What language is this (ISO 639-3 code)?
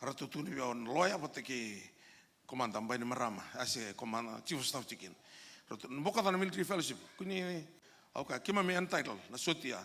fij